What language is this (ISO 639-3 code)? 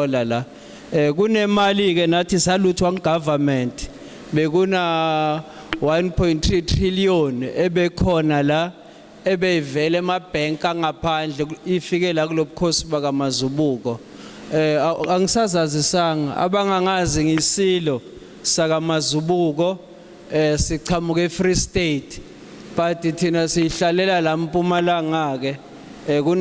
zul